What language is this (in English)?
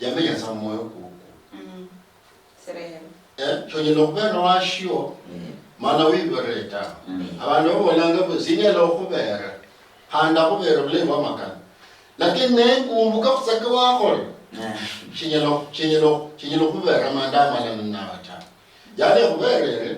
Luyia